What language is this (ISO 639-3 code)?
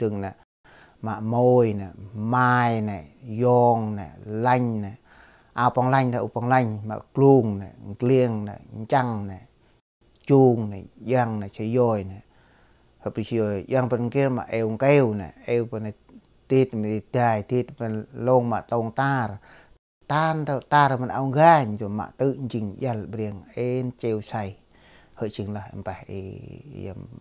cmo